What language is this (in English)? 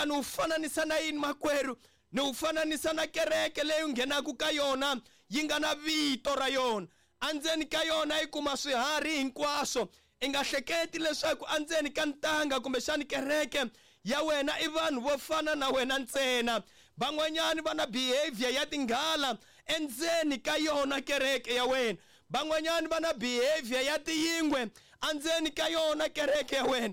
Tsonga